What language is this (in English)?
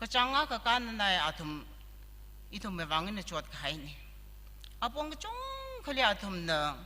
Tangkhul Naga (India)